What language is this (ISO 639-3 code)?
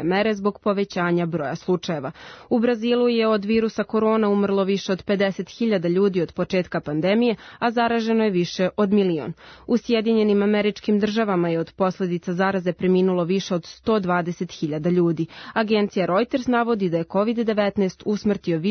srp